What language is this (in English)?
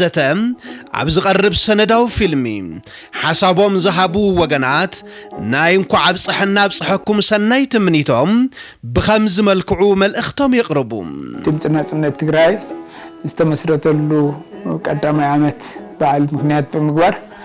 Tigrinya